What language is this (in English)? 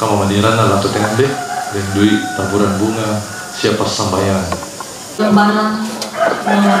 Toraja-Sa'dan